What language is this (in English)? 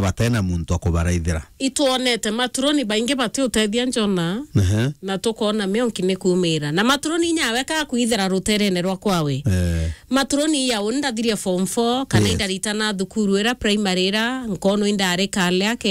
Meru